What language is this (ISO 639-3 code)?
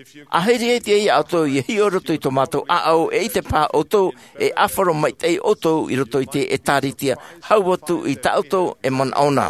tah